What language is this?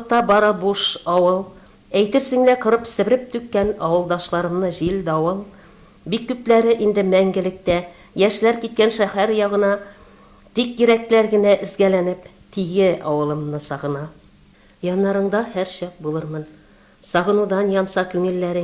Tatar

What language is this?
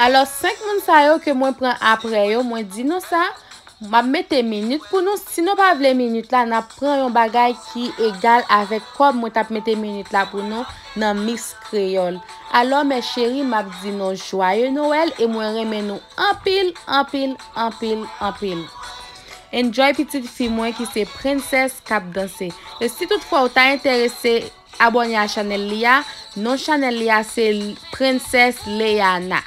Haitian Creole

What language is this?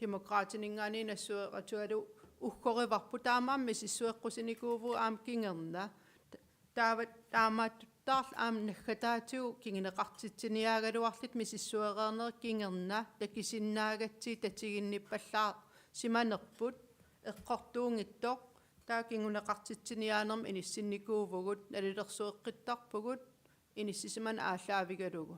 Kalaallisut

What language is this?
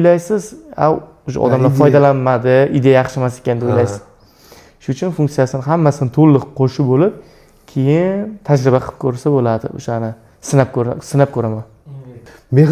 Uzbek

